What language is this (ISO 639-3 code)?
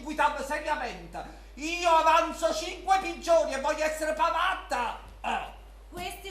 nap